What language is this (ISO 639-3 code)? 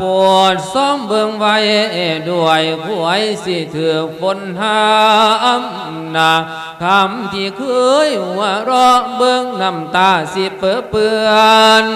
lao